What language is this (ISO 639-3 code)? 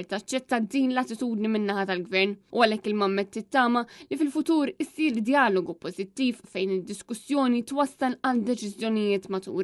mlt